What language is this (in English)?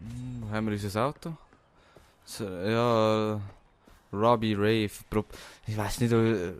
Swiss German